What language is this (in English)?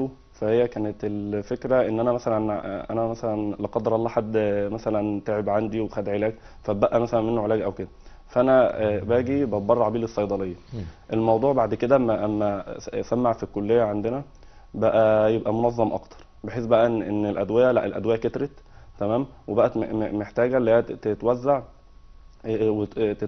Egyptian Arabic